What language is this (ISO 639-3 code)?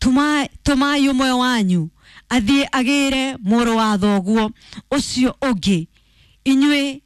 kik